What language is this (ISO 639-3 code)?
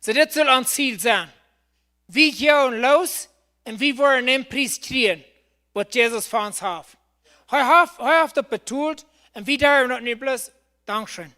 pdt